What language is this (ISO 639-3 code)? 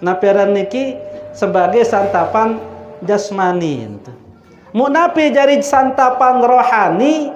sas